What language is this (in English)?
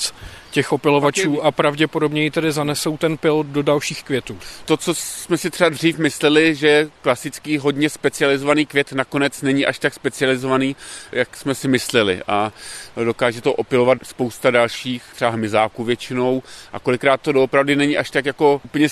Czech